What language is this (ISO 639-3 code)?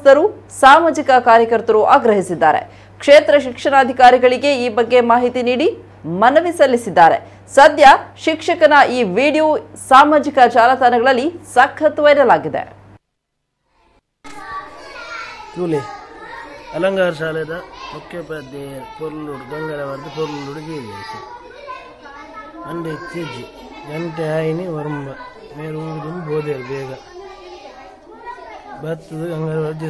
kan